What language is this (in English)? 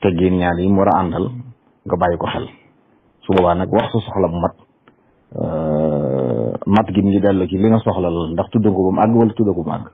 Wolof